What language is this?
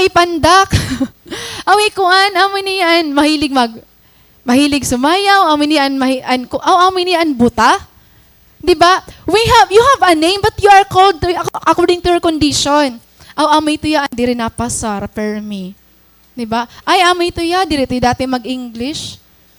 Waray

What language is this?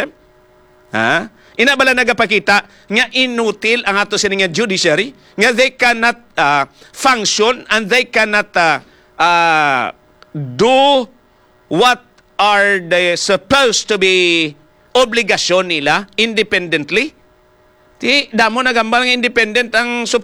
Hiligaynon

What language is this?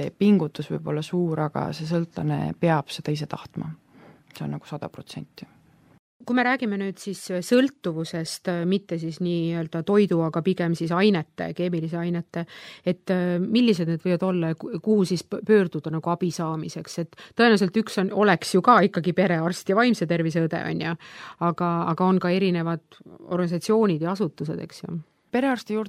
Estonian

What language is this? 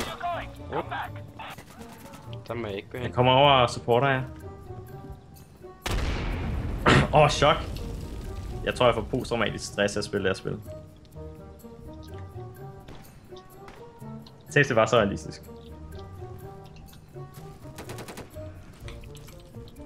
Danish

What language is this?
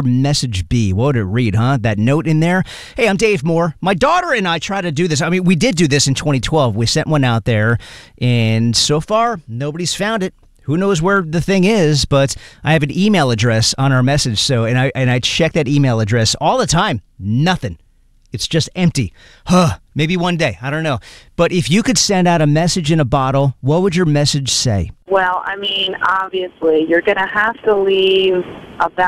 English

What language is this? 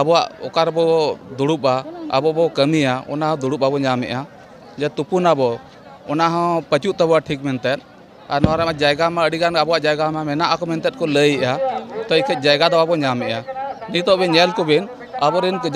Santali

